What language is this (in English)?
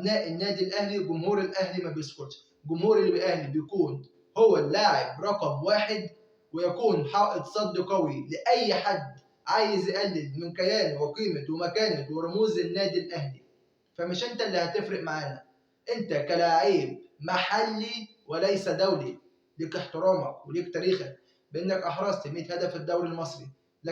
Egyptian Arabic